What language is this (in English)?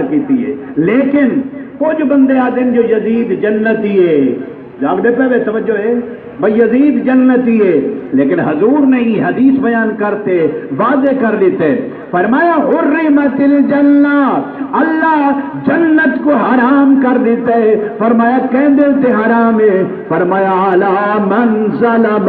Saraiki